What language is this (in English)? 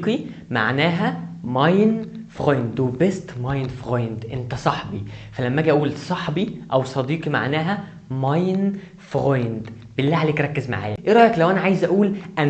Egyptian Arabic